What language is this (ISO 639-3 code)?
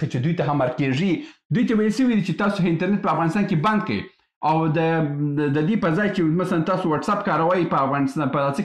pus